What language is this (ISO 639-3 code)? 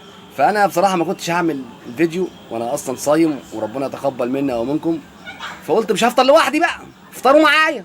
arz